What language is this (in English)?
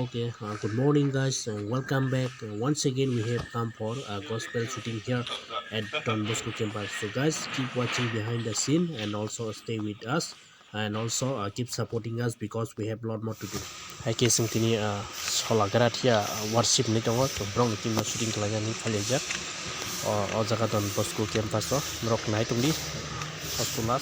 Kok Borok